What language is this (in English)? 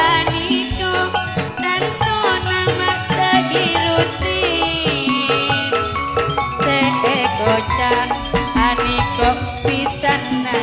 Madurese